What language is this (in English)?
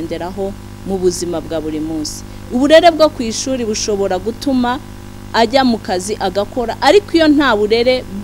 Kinyarwanda